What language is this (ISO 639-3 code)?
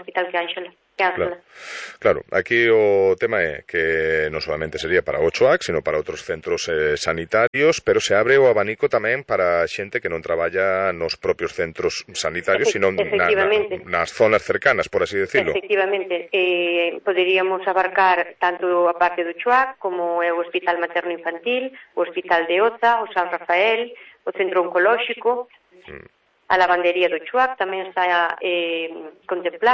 glg